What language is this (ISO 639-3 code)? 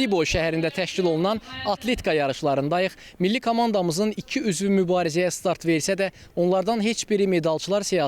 aze